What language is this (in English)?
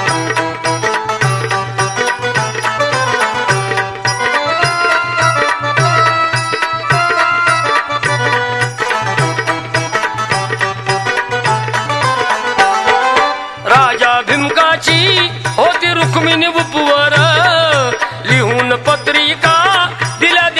Marathi